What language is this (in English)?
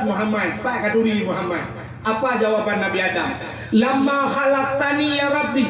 Achinese